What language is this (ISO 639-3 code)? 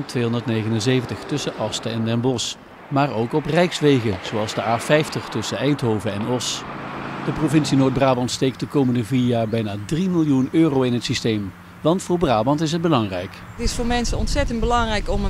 nld